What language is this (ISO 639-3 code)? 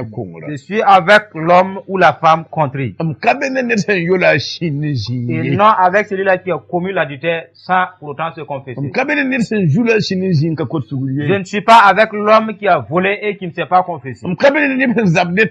mos